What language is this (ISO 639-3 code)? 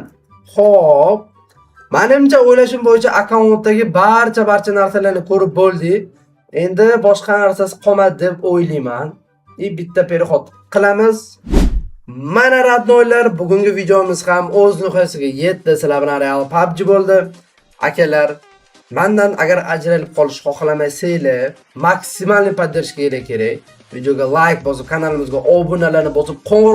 uzb